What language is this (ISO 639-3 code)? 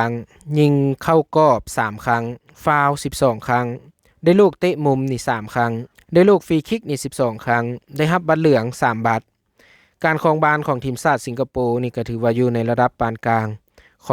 lao